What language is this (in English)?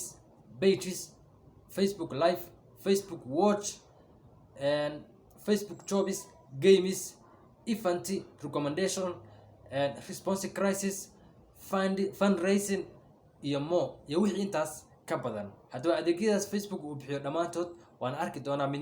Somali